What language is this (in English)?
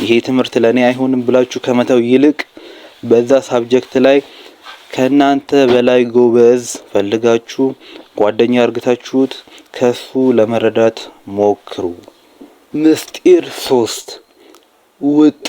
Amharic